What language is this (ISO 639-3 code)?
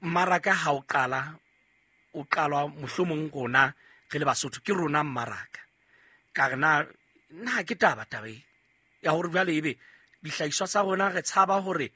sot